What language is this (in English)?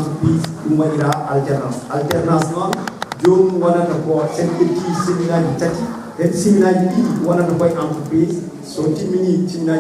Fula